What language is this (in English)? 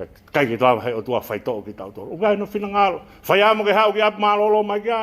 Tongan